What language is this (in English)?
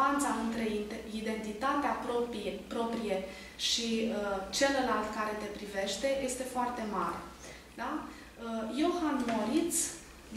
Romanian